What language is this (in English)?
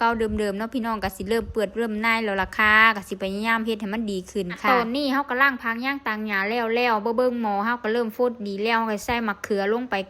Northeastern Thai